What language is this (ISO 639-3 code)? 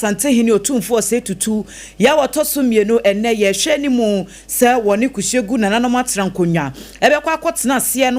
aka